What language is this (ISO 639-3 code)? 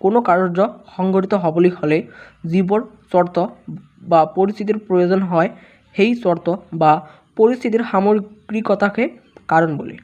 asm